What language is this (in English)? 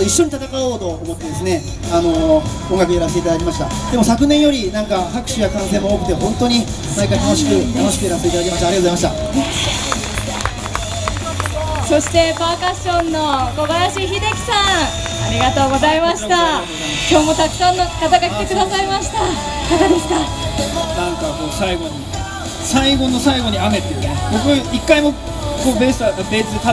Japanese